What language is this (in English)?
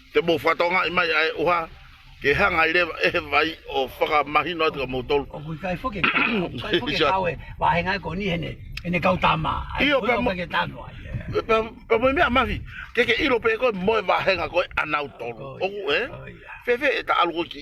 Tongan